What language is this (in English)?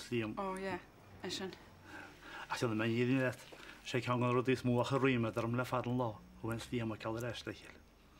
Irish